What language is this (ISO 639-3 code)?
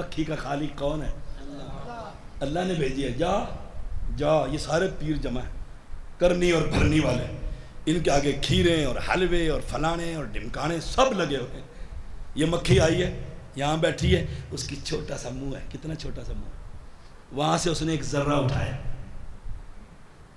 urd